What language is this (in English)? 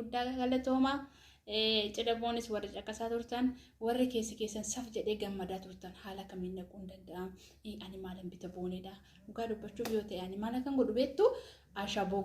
Oromo